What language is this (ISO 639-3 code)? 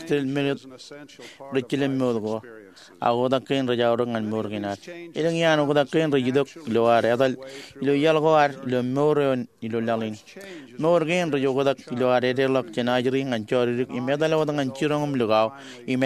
mah